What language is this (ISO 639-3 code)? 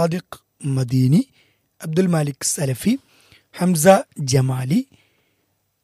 mal